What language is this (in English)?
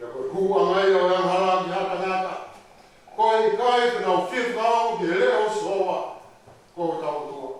Tongan